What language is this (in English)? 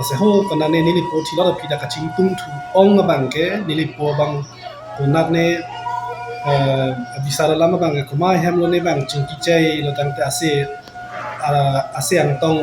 Karbi